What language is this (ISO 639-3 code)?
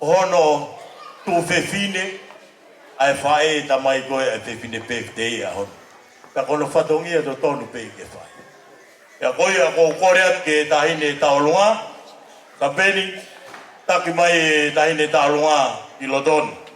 ton